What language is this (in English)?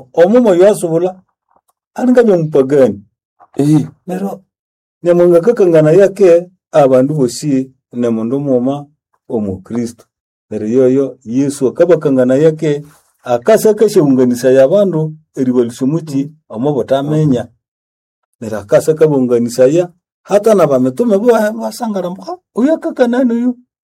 Nande